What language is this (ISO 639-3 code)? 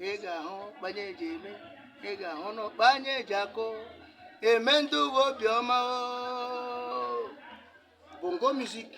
ibo